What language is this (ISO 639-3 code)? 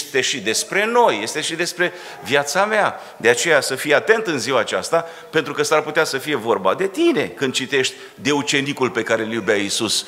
ron